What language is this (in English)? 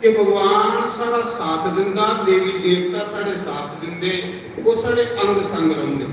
Dogri